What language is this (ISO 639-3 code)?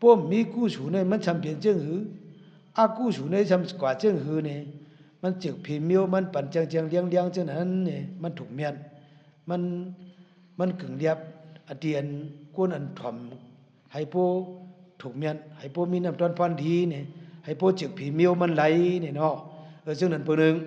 shn